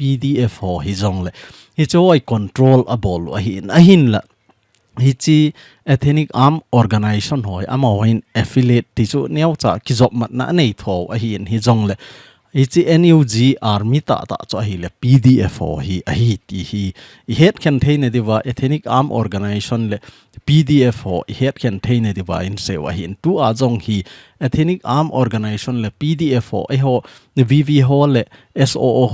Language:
Thado Chin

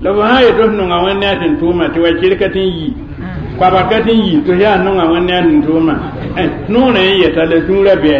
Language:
Mossi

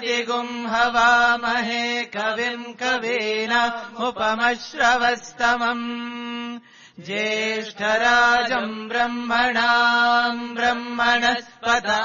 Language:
Sanskrit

